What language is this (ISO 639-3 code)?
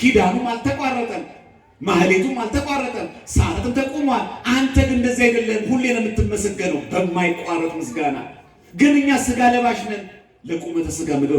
amh